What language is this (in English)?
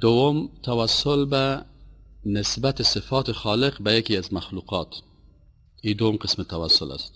Persian